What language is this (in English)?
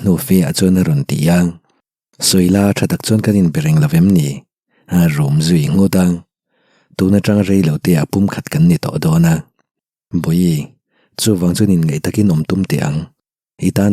Mizo